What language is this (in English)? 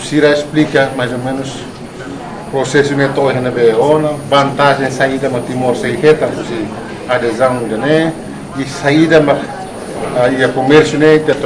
Tetum